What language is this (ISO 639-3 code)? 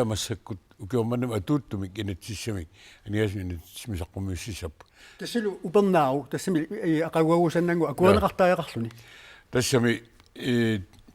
kal